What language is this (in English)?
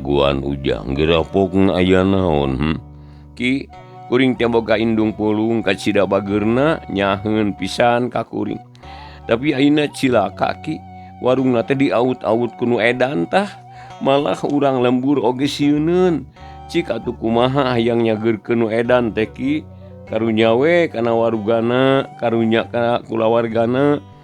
Sundanese